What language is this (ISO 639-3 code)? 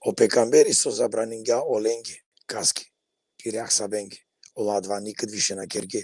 rmn